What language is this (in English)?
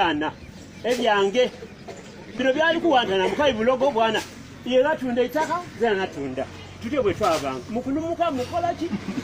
Ganda